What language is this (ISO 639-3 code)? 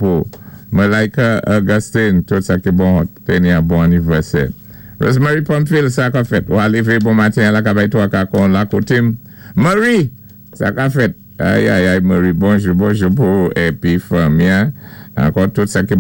acf